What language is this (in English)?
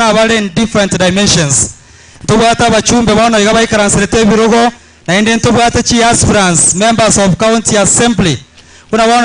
Gusii